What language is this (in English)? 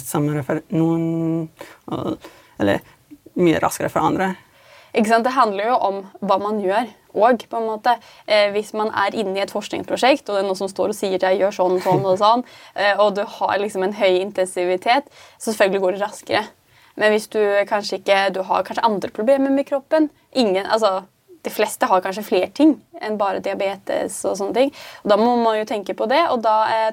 Norwegian